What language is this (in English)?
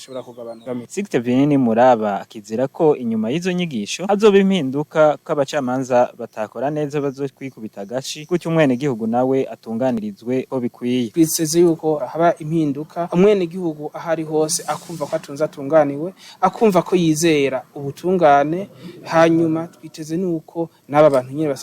Rundi